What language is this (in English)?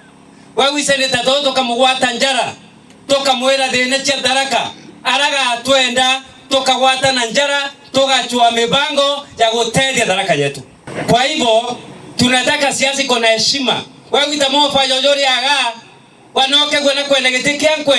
Meru